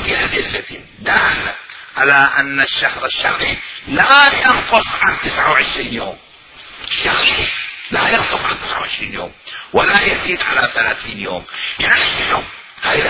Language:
Mesopotamian Arabic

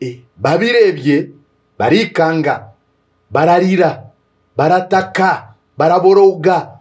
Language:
Kinyarwanda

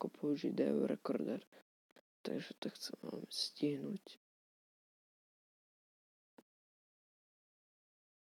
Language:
Slovak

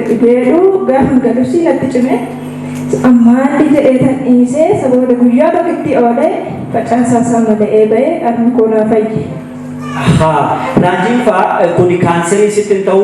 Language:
Oromo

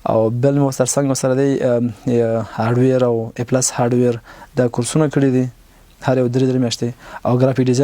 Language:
Pashto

